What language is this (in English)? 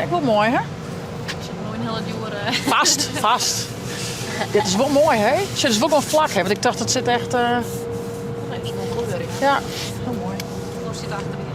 Western Frisian